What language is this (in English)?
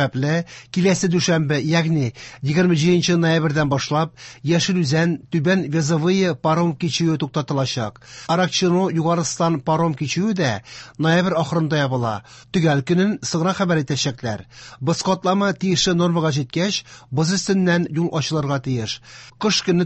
Tatar